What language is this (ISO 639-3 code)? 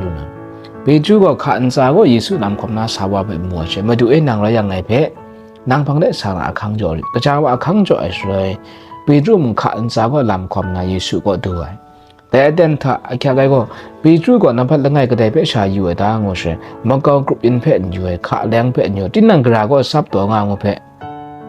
kac